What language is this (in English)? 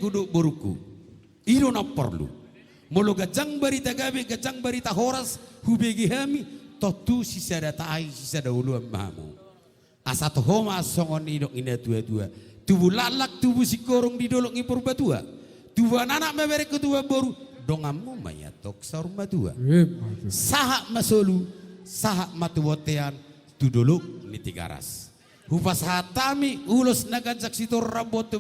Batak Toba